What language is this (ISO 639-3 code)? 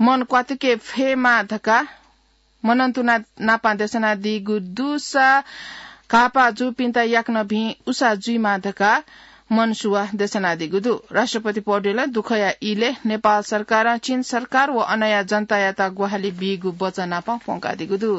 new